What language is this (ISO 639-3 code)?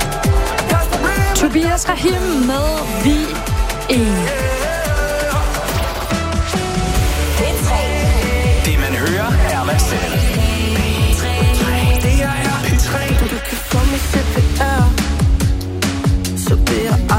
dan